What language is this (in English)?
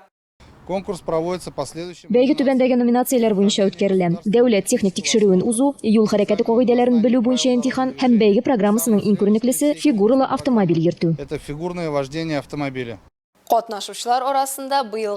Tatar